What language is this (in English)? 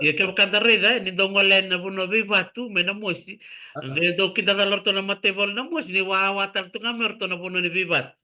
Fijian